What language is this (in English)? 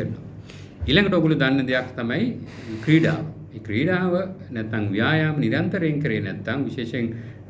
Sinhala